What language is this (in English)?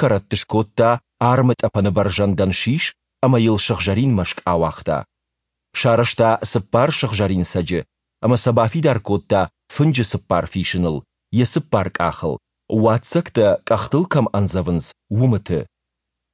Ossetic